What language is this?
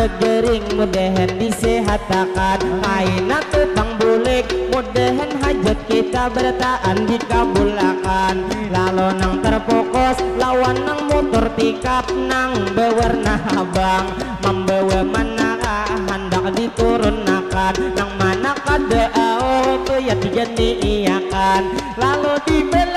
Banjar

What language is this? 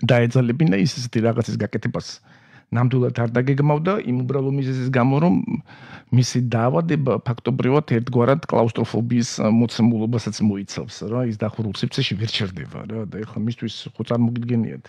Georgian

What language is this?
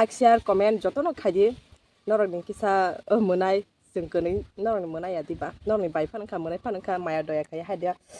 Kok Borok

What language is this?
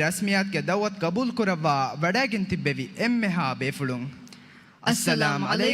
Divehi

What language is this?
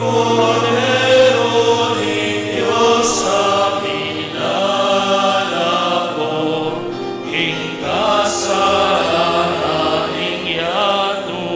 Pampanga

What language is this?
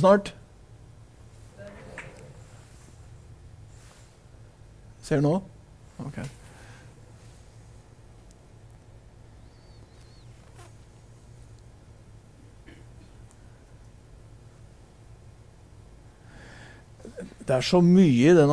Norwegian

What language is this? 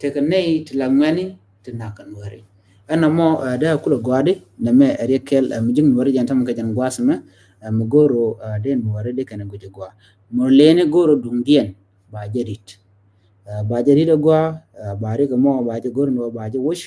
Nuer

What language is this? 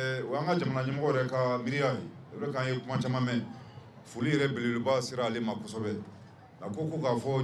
Bambara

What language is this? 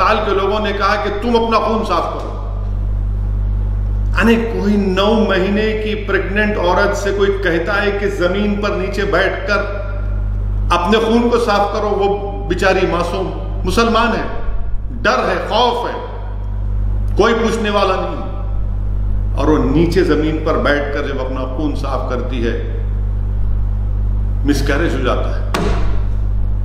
Urdu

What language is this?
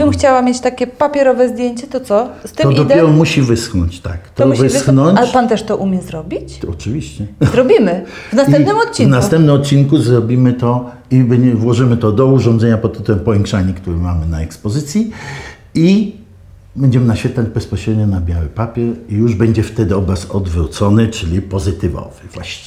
Polish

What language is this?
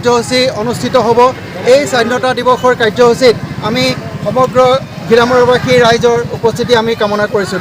Assamese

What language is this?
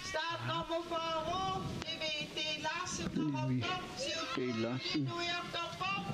Kalaallisut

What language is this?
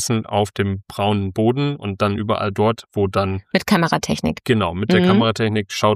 German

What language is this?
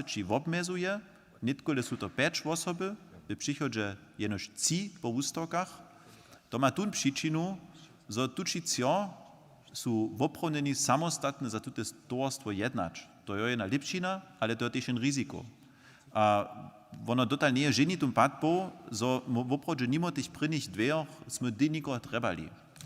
Upper Sorbian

